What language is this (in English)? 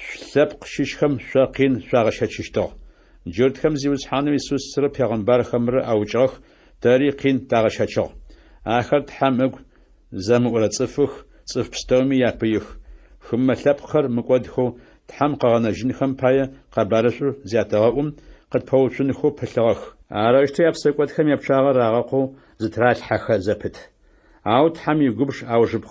Adyghe